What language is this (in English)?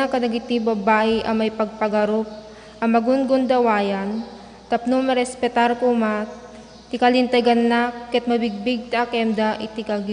Iloko